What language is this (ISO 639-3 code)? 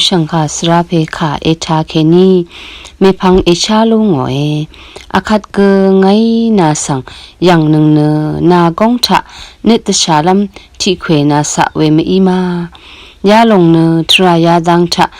raw